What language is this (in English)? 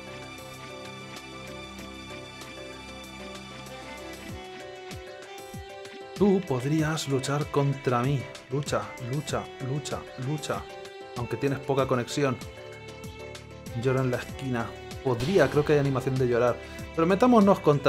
Spanish